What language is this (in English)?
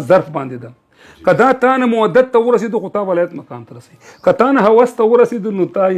Pashto